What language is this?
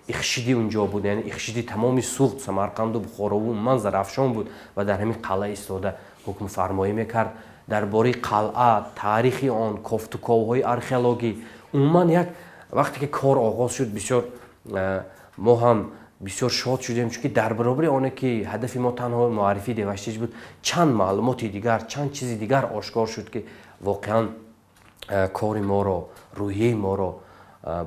Tajik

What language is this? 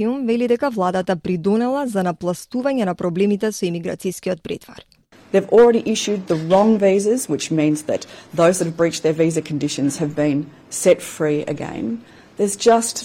Macedonian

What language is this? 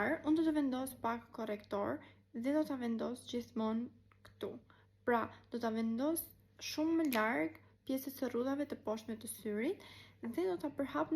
Albanian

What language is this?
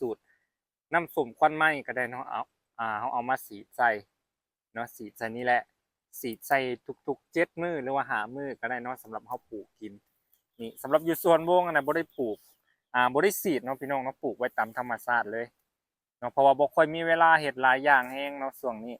Lao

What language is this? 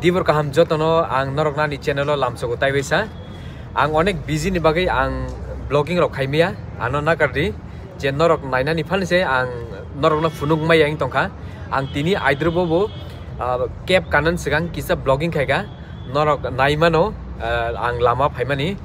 Kok Borok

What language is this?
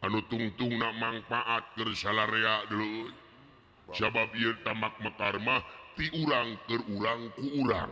Sundanese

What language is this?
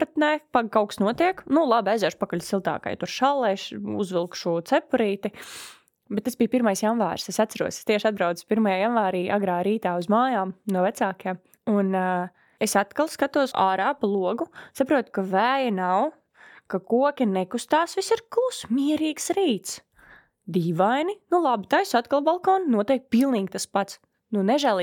Latvian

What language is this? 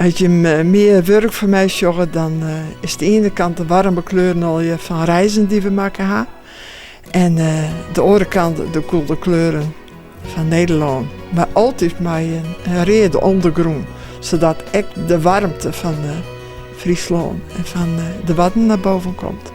Western Frisian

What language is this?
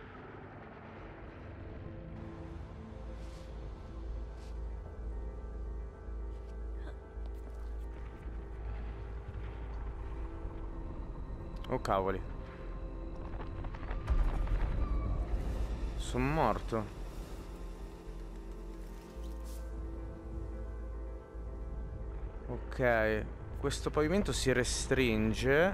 Italian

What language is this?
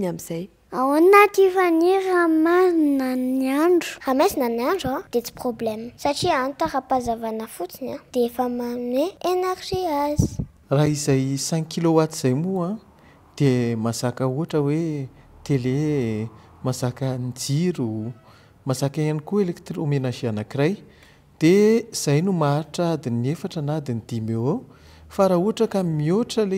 Malagasy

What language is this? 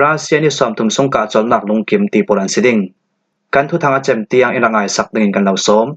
Falam Chin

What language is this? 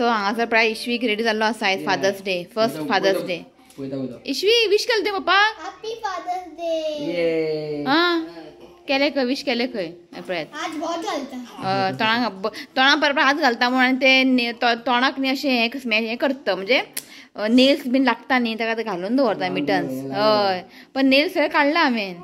Konkani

